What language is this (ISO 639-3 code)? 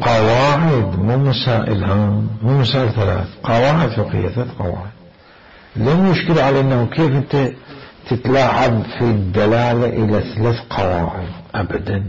acm